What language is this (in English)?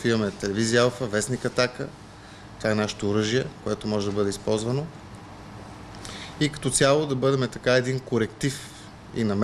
Bulgarian